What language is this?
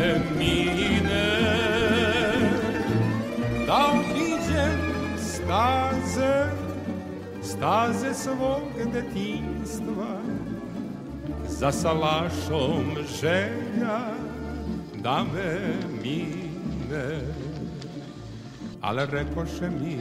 Serbian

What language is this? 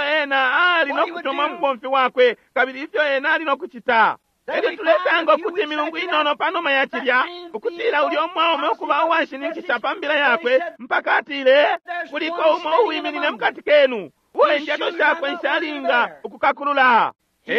Bemba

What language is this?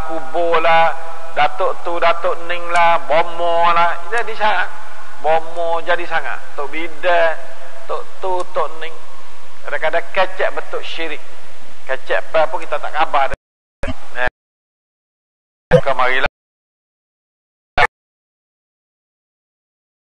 Malay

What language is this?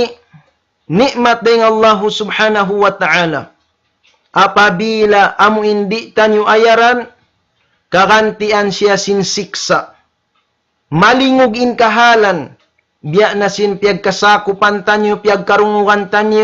Tausug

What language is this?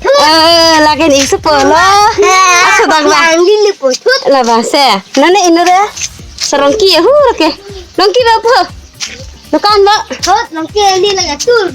Karbi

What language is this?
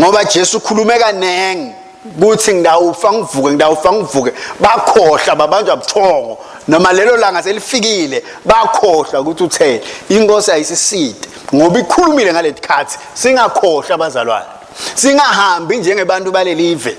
Swati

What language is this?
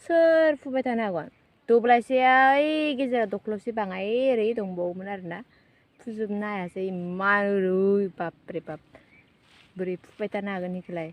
Bodo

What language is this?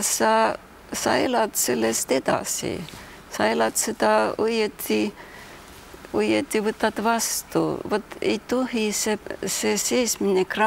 Estonian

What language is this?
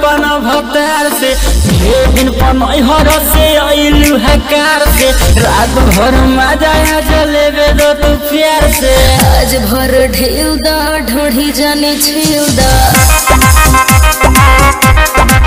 Bhojpuri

